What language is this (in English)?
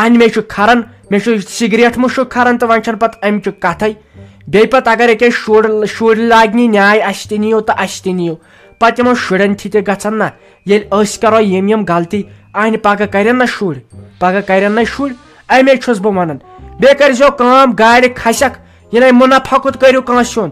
Kashmiri